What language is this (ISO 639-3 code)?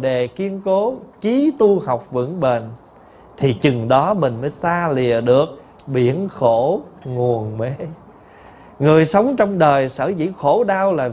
vie